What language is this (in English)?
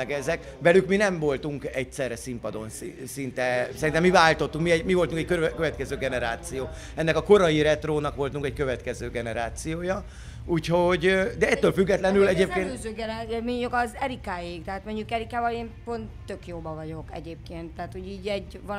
Hungarian